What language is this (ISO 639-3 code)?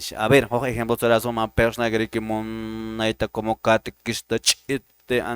que